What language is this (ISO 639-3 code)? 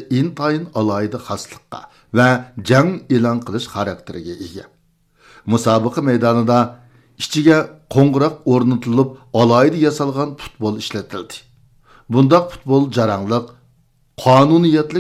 uig